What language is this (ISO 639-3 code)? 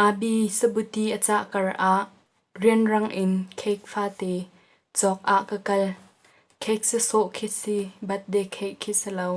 cnh